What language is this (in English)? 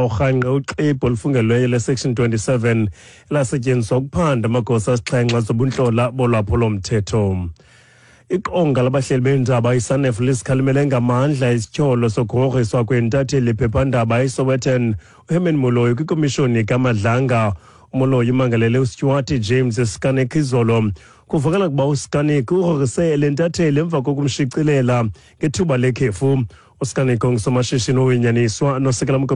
Xhosa